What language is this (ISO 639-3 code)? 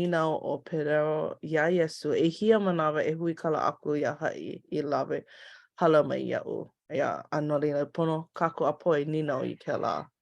haw